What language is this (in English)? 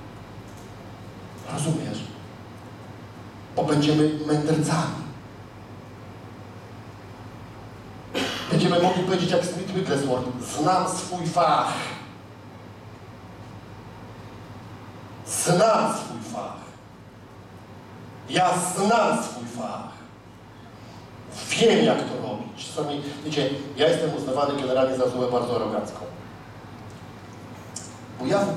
Polish